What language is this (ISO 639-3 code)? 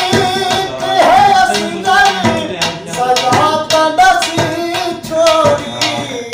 skr